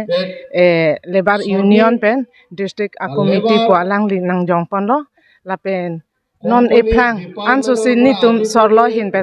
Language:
Karbi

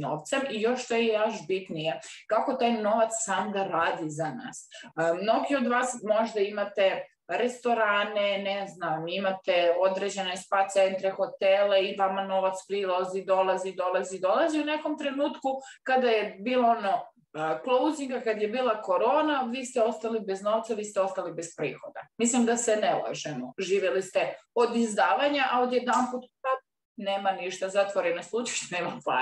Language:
Croatian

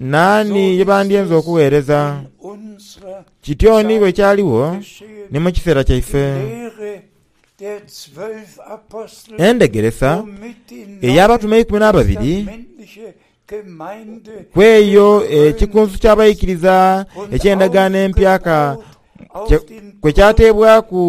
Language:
Soga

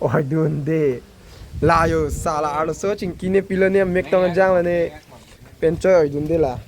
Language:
Karbi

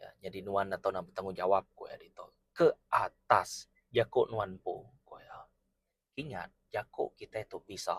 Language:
Iban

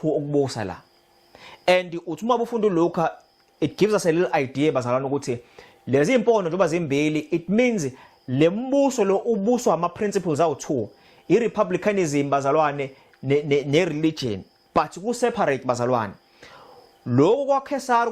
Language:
Zulu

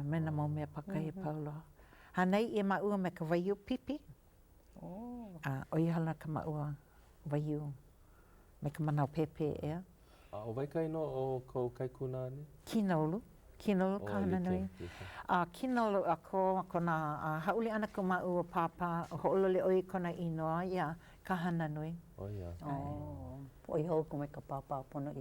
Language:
Hawaiian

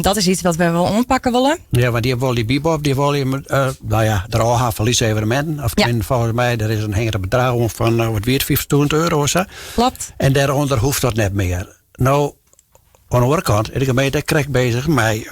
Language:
Western Frisian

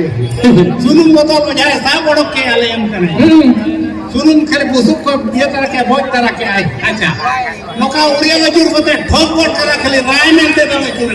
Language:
Santali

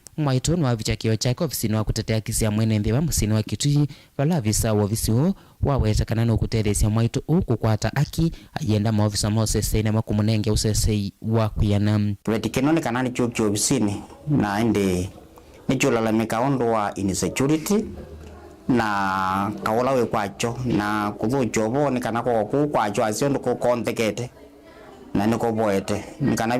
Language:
Kamba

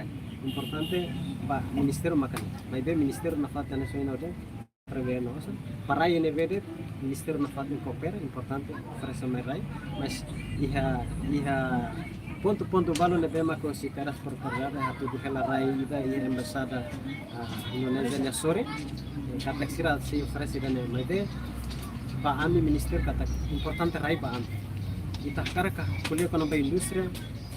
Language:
Tetum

